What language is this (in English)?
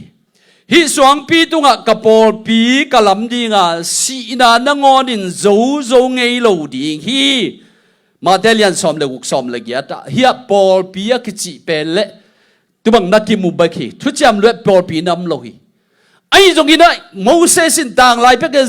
Tedim Chin